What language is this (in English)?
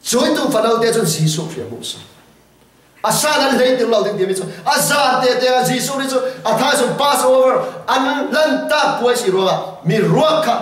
Falam Chin